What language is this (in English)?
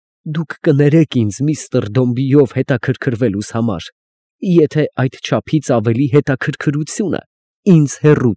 Armenian